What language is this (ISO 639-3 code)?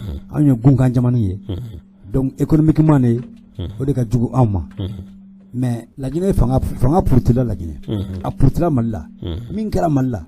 bam